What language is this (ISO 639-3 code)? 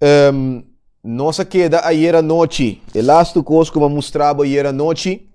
pap